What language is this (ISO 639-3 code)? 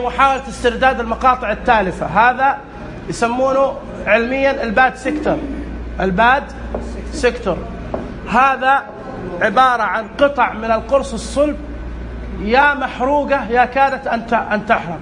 ars